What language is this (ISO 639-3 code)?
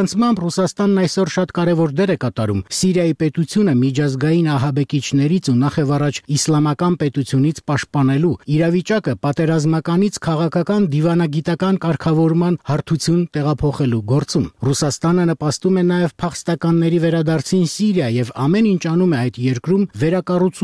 hye